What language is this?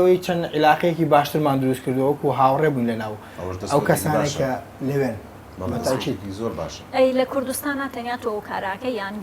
Central Kurdish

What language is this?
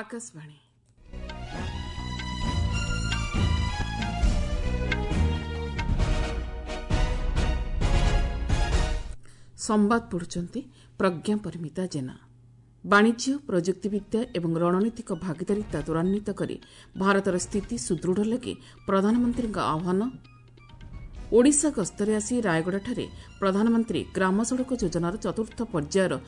Odia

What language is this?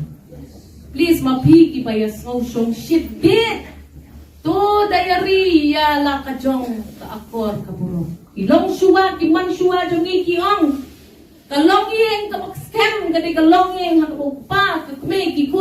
Khasi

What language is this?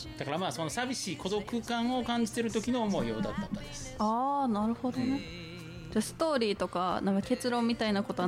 Japanese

